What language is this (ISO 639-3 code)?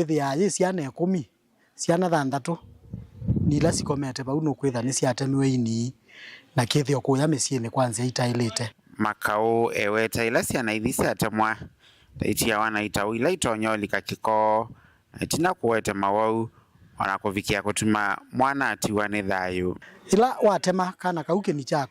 kam